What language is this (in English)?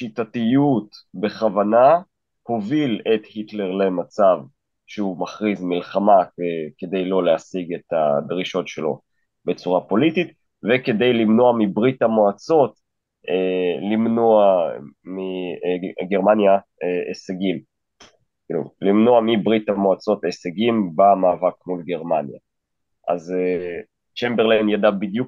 Hebrew